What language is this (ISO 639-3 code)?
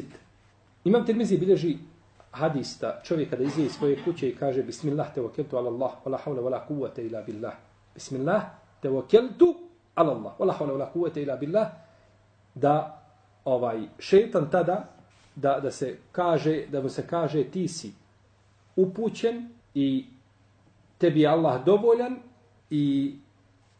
bos